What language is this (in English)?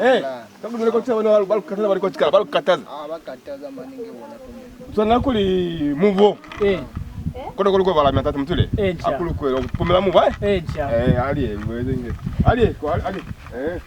Lozi